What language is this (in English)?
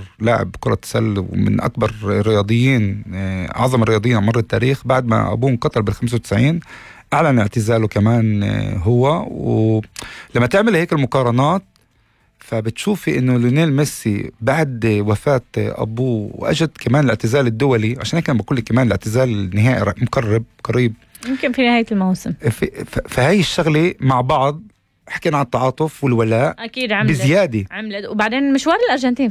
North Levantine Arabic